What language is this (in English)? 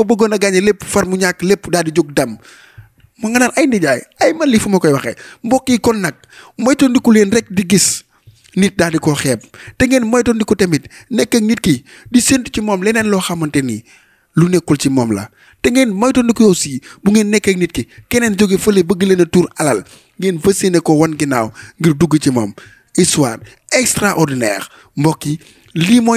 Wolof